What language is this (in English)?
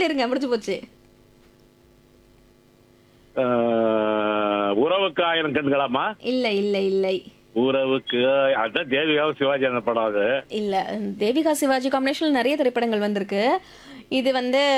Tamil